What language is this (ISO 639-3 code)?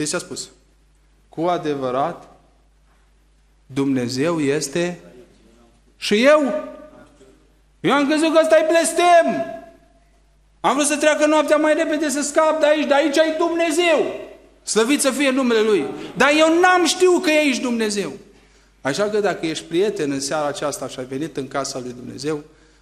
ron